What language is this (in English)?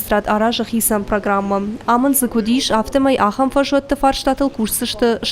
Ossetic